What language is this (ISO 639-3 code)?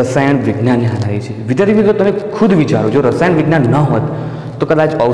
guj